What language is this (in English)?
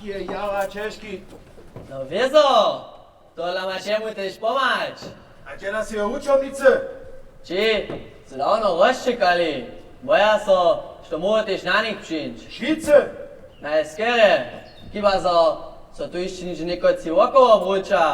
Upper Sorbian